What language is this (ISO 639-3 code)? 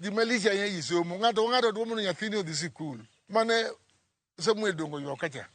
luo